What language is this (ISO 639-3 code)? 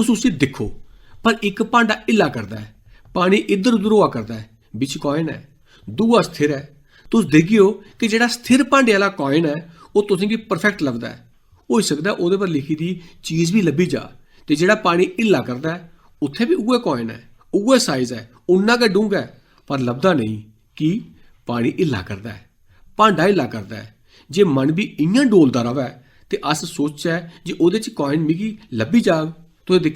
doi